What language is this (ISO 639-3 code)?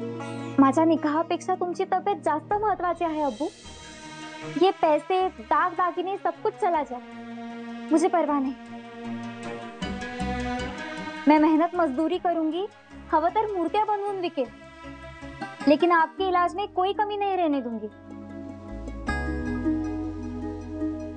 mar